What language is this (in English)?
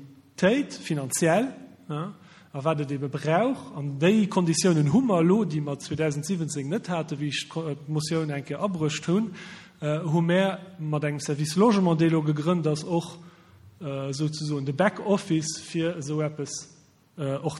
Luxembourgish